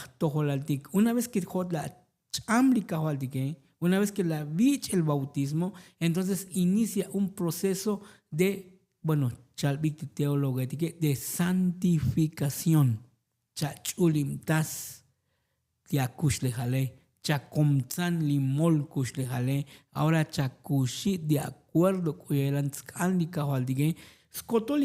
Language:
Tzotzil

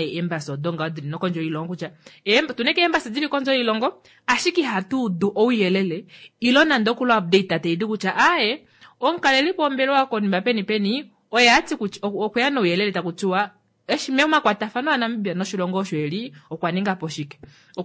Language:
Kuanyama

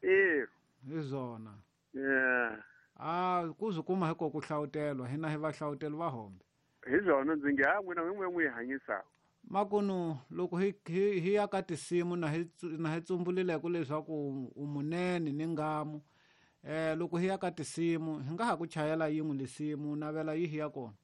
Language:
Tsonga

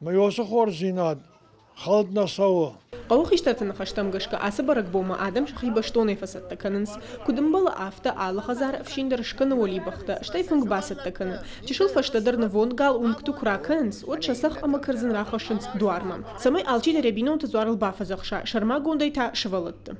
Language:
Ossetic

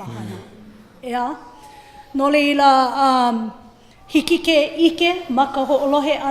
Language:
Hawaiian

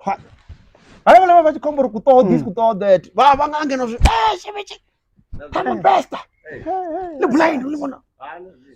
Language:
Venda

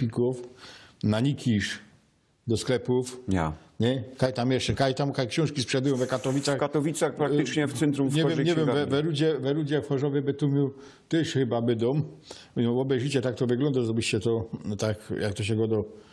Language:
Silesian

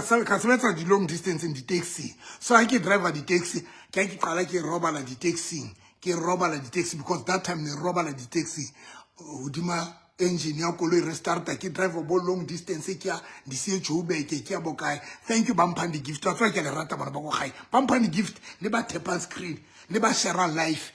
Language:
Southern Sotho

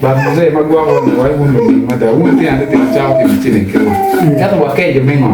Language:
Acoli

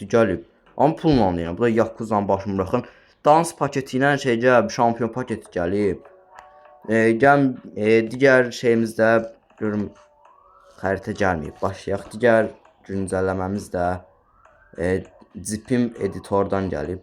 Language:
Azerbaijani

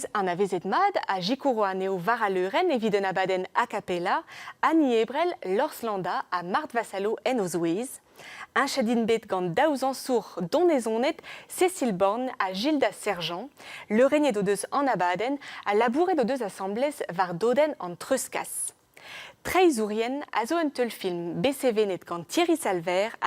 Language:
Breton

